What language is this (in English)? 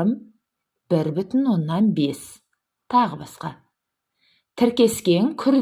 Kazakh